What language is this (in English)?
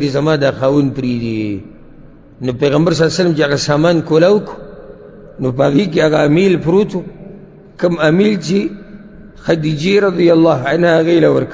Pashto